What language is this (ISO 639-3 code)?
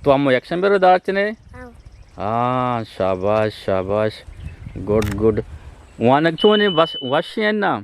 bgp